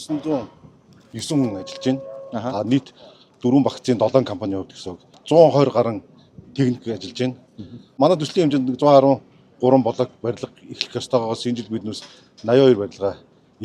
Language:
Mongolian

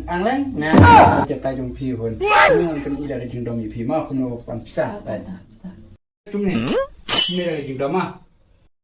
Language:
Khasi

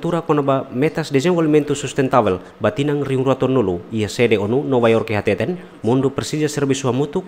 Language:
Tetum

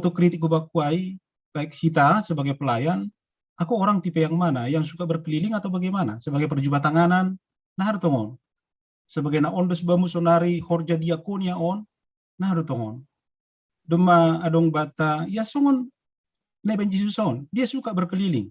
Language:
Batak Simalungun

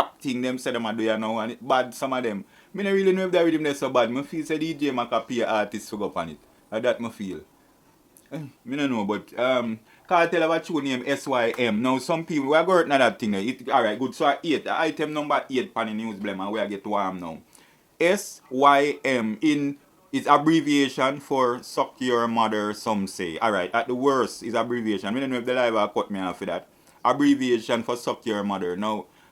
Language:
Jamaican Creole English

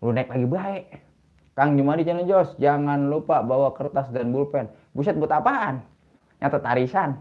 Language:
Betawi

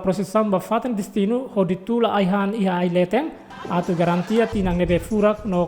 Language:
Tetum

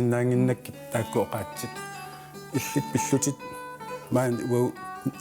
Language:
Kalaallisut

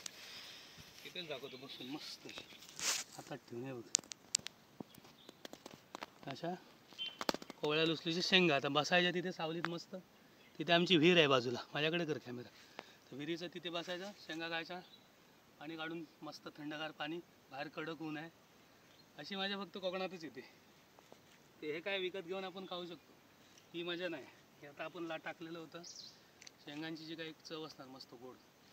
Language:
Marathi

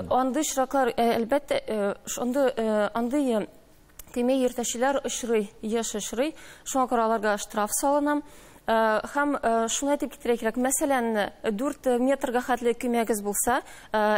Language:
Tatar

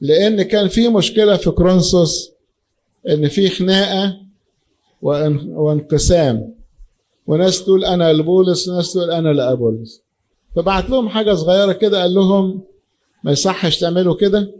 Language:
Egyptian Arabic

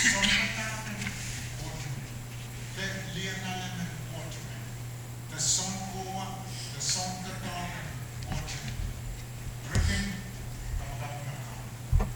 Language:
Pohnpeian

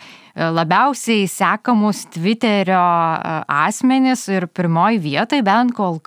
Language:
Lithuanian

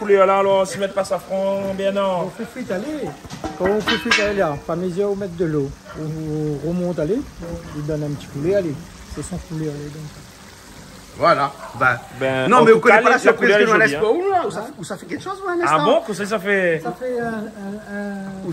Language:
Réunion Creole French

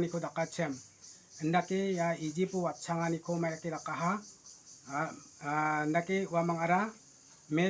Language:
Garo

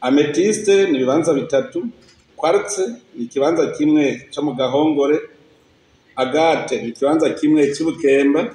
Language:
Rundi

